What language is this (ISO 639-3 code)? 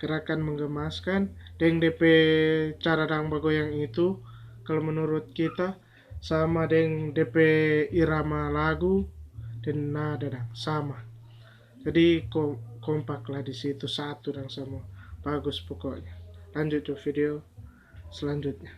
xmm